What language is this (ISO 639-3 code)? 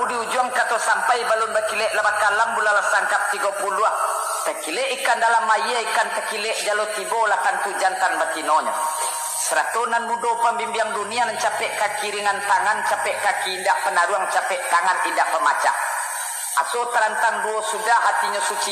min